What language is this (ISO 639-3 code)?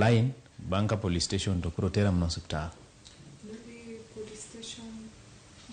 luo